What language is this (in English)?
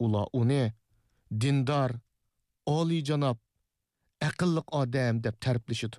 Uyghur